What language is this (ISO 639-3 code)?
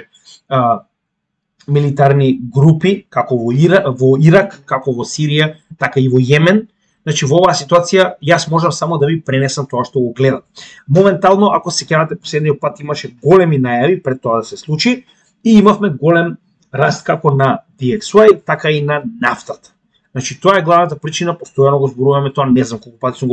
mkd